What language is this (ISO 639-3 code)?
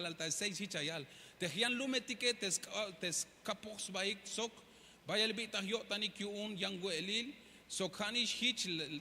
tzh